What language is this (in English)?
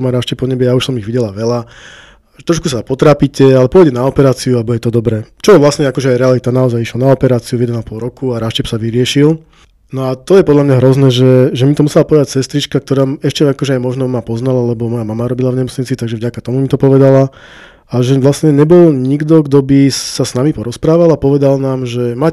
Slovak